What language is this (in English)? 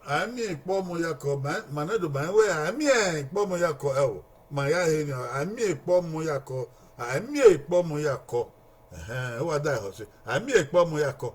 Bini